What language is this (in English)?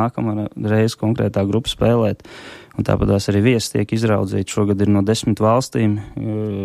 Latvian